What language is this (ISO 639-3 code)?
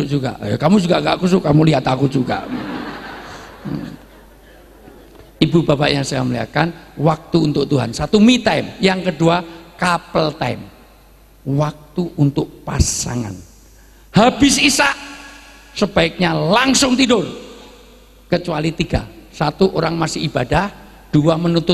ind